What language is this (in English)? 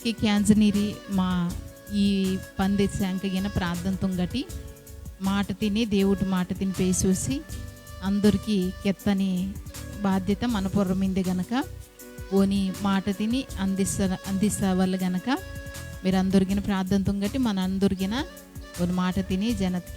Koya